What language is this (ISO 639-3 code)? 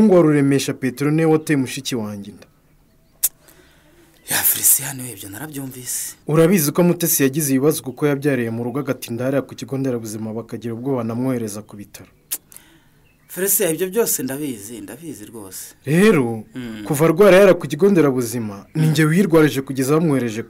kin